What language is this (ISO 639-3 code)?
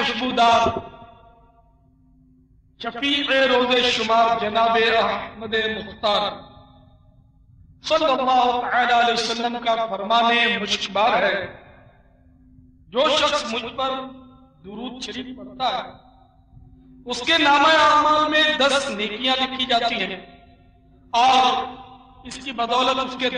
urd